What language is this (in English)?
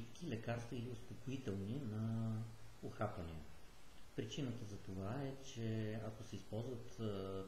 Bulgarian